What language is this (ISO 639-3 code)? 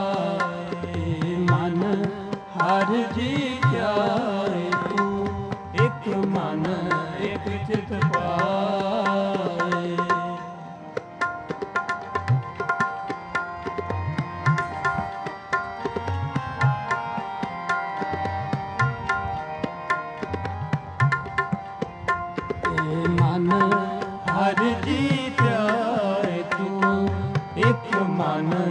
pan